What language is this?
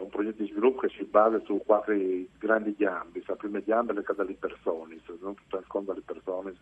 Friulian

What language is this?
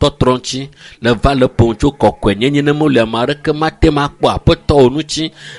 Ewe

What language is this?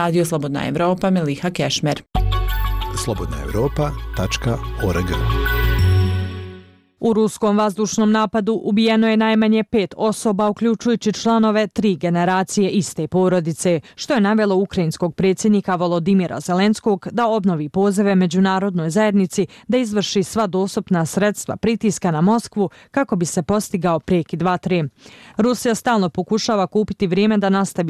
Bosnian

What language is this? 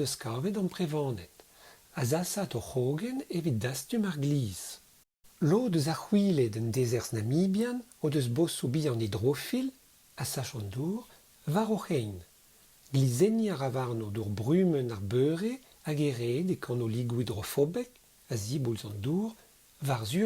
Breton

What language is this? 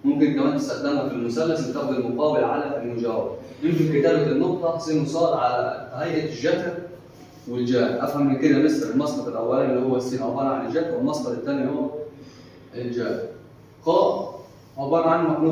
Egyptian Arabic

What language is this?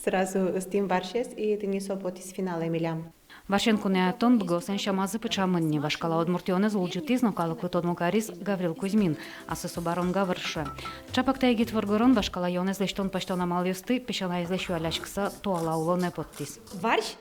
Udmurt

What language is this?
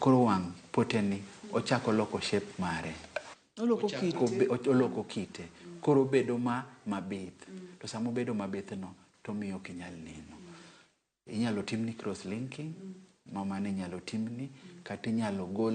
Luo (Kenya and Tanzania)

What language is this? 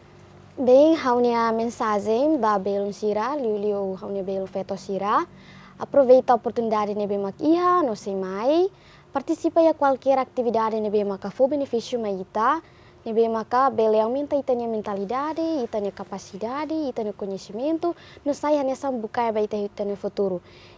Tetum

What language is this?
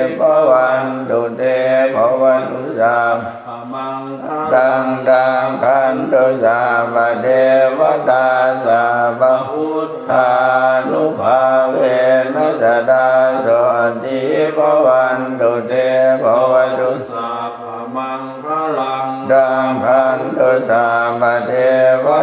Pali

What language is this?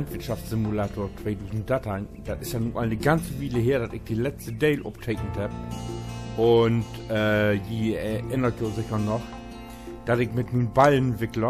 Low German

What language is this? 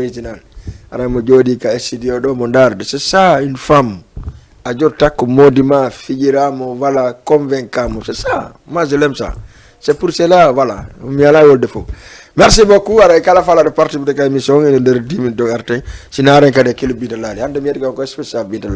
Fula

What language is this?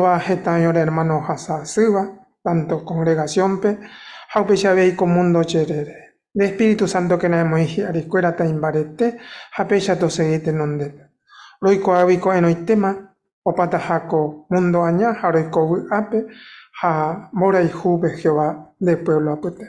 Guarani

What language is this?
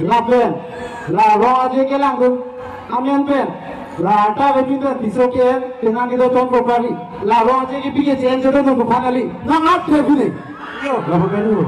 Karbi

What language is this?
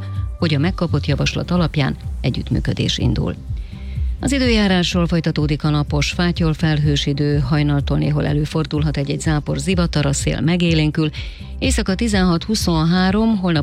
Hungarian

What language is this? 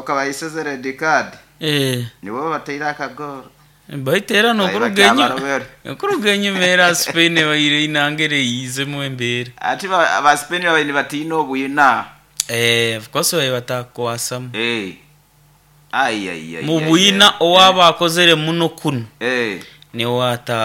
Nyoro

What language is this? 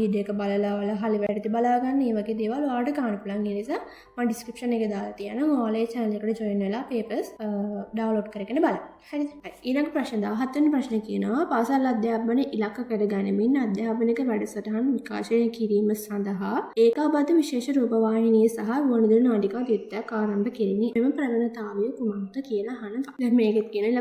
Sinhala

